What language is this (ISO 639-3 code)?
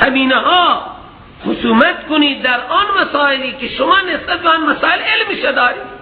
fas